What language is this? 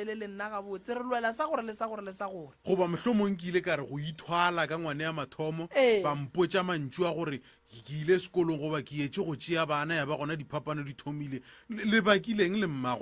Northern Sotho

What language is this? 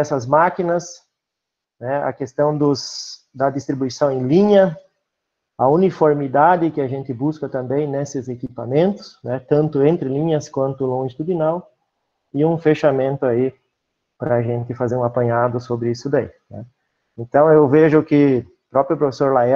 Portuguese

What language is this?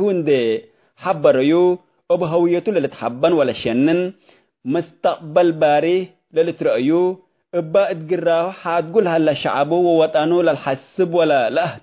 Tigre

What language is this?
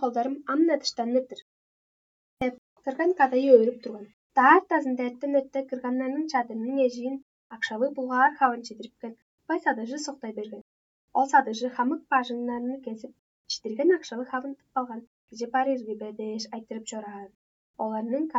Tuvinian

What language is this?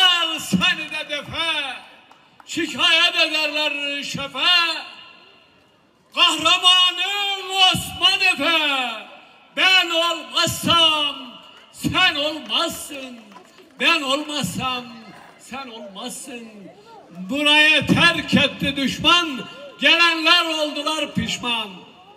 Turkish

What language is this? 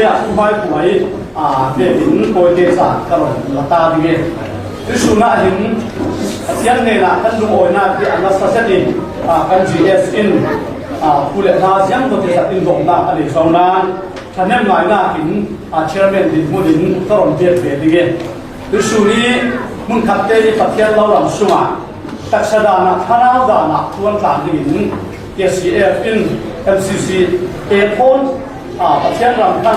Falam Chin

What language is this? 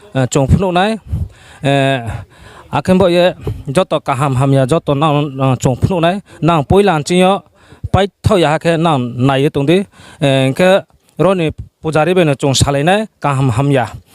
Riang (India)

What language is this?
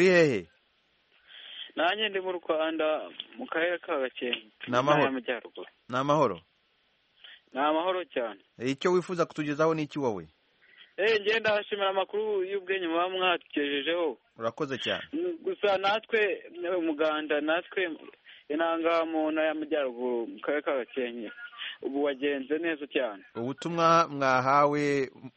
Kinyarwanda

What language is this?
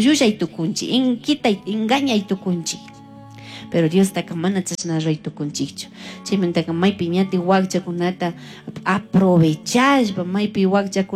Chimborazo Highland Quichua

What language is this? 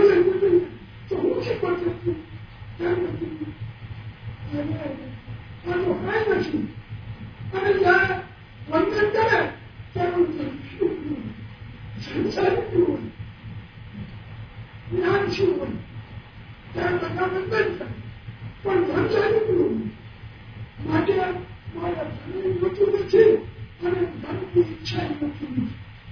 Gujarati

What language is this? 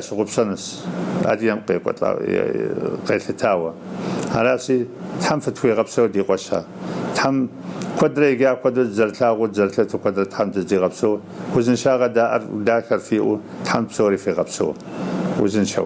Kabardian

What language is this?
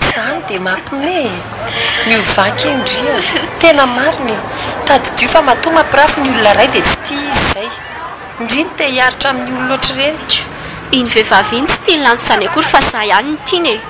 Malagasy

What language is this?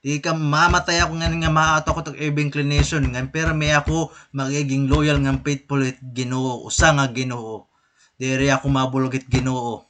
Waray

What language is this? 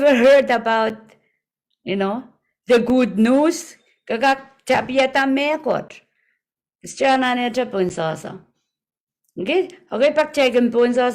Pohnpeian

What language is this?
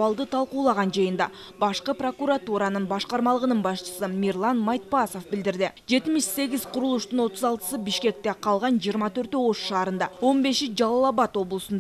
Kyrgyz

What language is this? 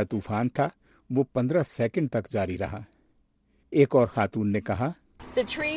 Urdu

